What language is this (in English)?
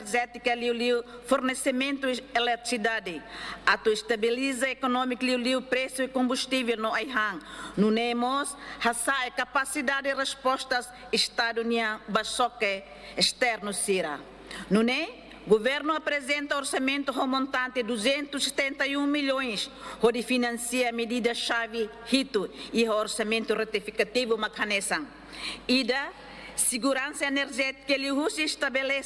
Tetum